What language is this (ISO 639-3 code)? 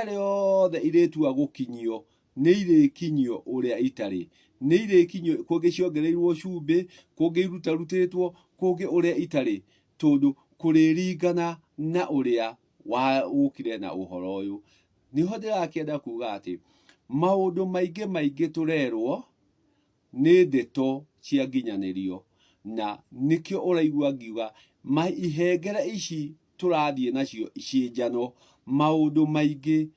kik